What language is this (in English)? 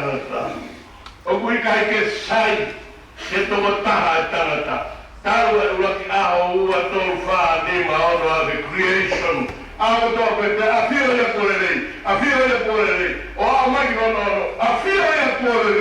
Tongan